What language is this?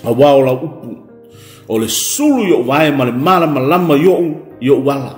Samoan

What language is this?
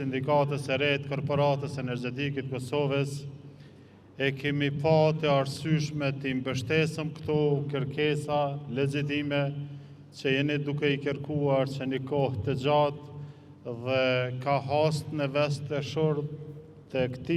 Albanian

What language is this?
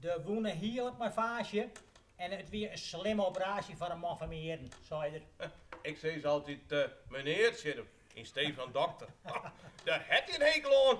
Western Frisian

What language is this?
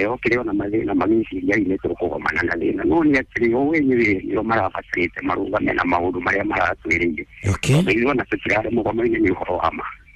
Kikuyu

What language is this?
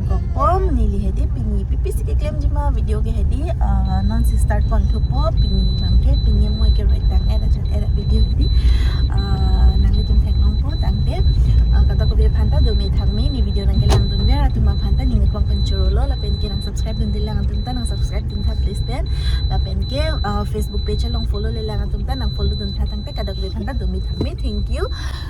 Karbi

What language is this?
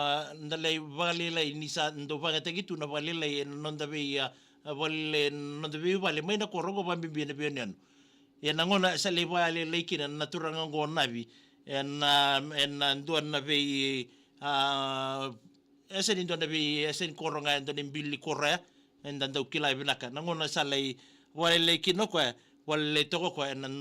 Fijian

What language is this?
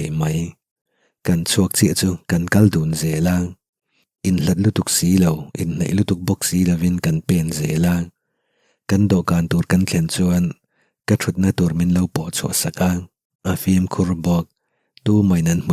Mizo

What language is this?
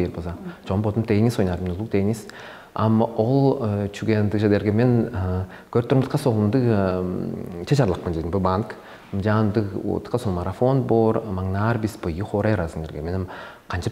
Tuvinian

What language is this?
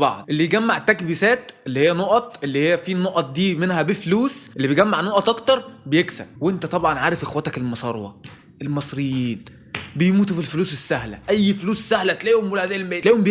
Egyptian Arabic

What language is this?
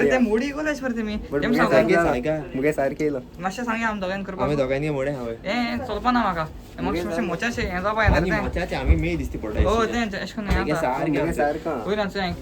Konkani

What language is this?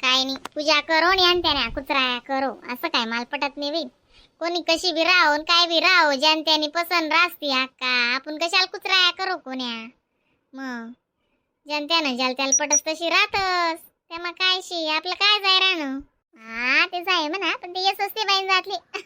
Khandesi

